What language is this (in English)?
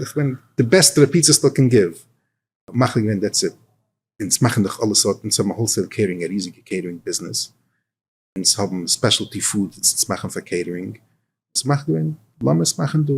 Yiddish